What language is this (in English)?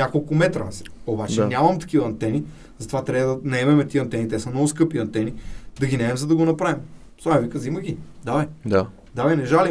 Bulgarian